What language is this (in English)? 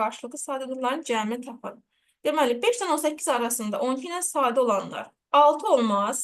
Azerbaijani